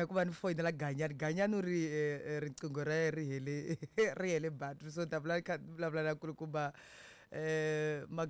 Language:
Tsonga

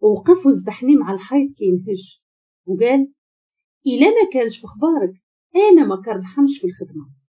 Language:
Moroccan Arabic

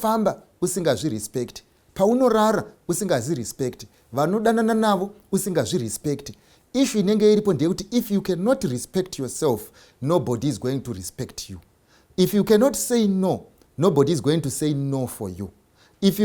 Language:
Shona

